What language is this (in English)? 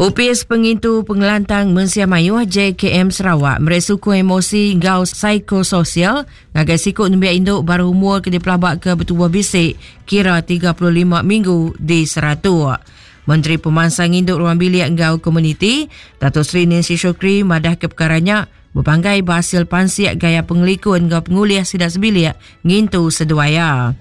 Iban